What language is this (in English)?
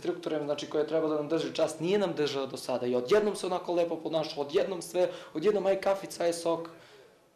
Serbian